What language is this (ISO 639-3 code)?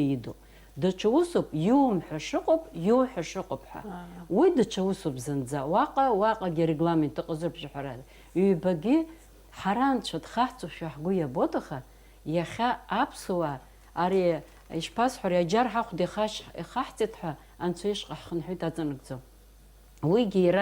abk